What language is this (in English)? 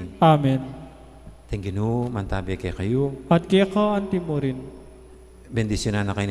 Pampanga